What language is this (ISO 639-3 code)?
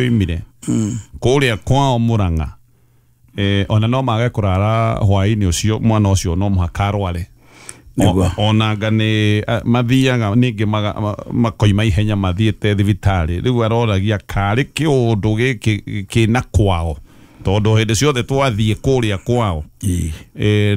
kik